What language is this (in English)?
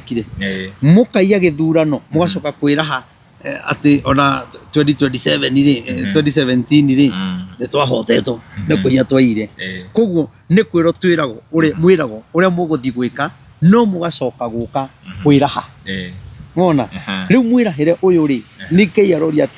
Kikuyu